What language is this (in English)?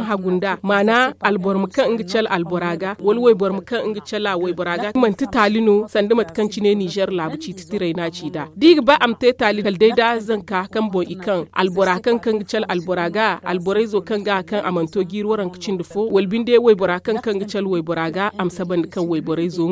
Zarma